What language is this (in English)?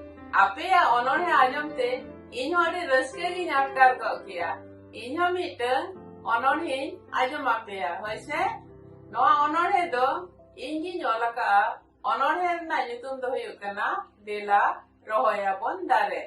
Santali